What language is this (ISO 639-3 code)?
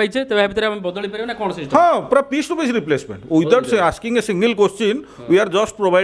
ori